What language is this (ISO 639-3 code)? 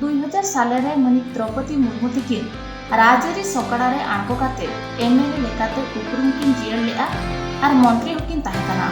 sat